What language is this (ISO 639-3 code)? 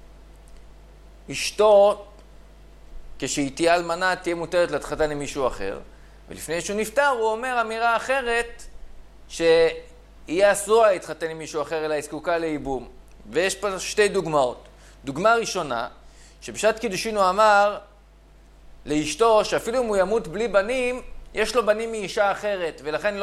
heb